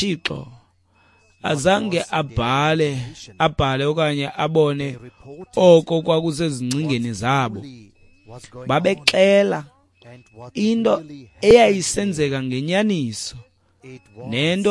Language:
Xhosa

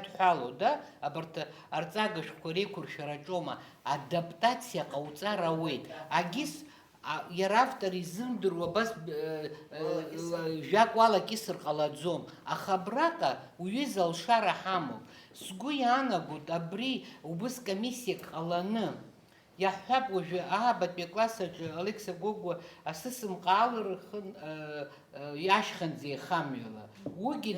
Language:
Abkhazian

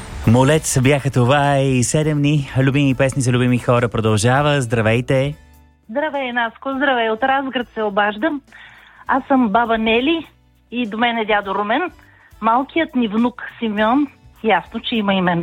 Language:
Bulgarian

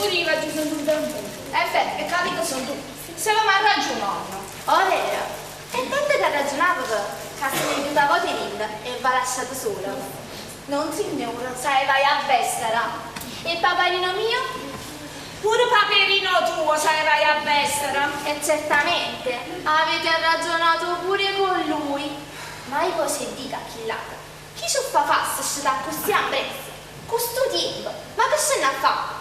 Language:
Neapolitan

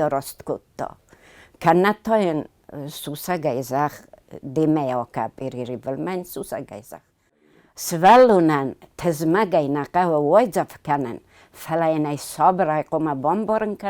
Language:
Ossetic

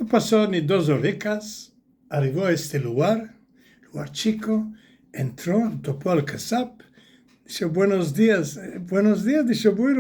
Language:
Ladino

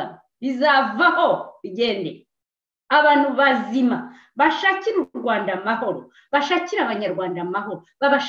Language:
Kinyarwanda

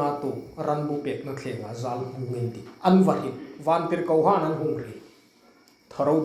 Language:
Hmar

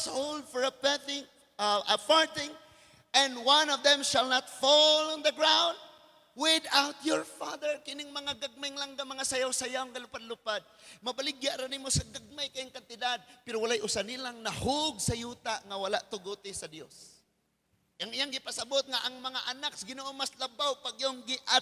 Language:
Cebuano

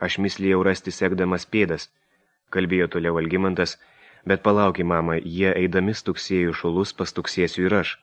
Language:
Lithuanian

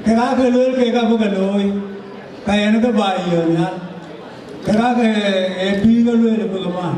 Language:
Dinka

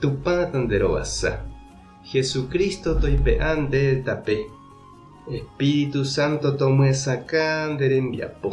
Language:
Guarani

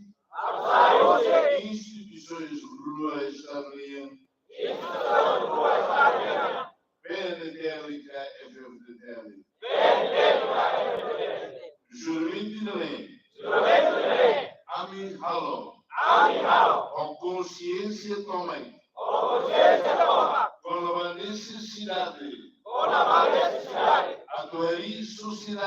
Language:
Tetum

